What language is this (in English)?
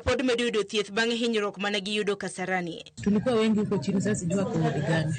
Luo (Kenya and Tanzania)